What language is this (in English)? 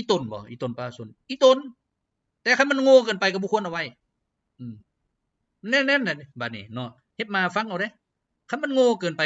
Lao